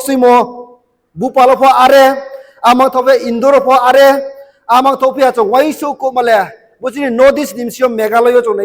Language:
Riang (India)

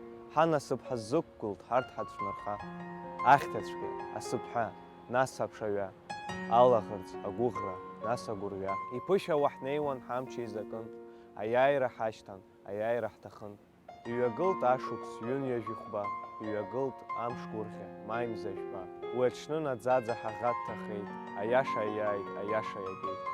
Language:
Abkhazian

